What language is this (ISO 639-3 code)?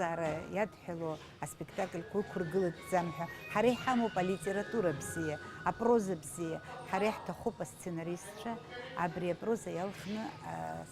abk